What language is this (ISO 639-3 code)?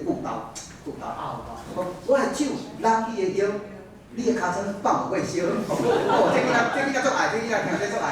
nan